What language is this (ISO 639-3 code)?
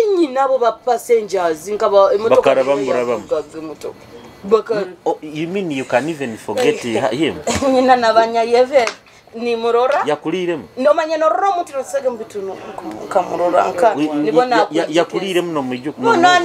nyo